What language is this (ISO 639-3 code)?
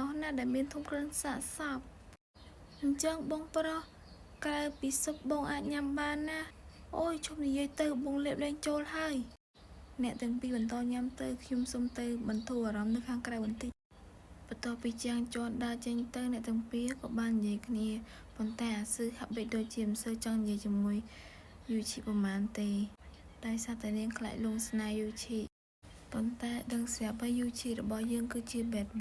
khm